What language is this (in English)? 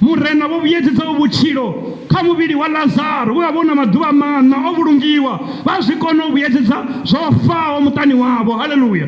Venda